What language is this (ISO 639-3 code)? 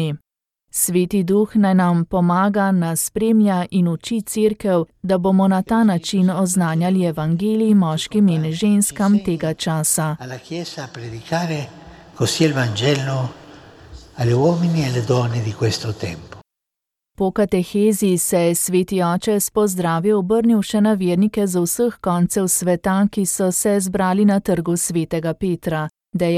slv